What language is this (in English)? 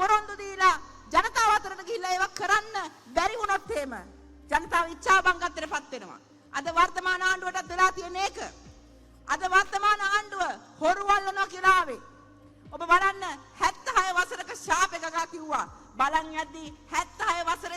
Sinhala